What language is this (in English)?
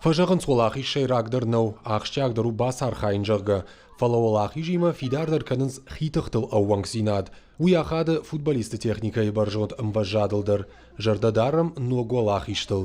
Ossetic